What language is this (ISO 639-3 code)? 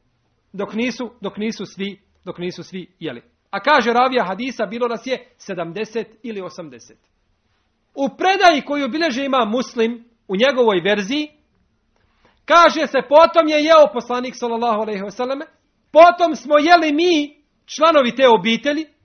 bos